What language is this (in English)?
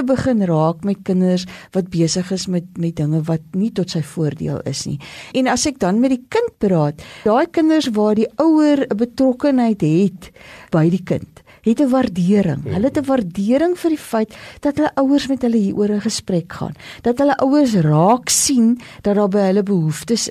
Afrikaans